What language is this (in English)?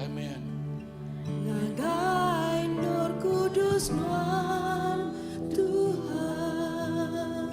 Iban